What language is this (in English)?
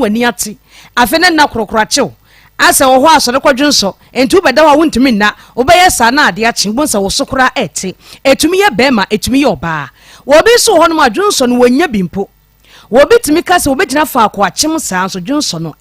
Akan